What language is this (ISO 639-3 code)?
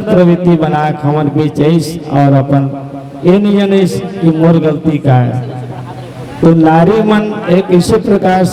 hne